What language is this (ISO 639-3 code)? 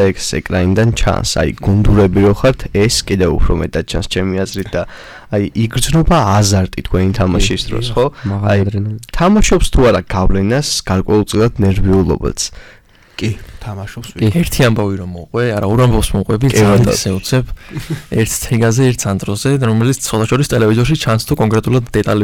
kat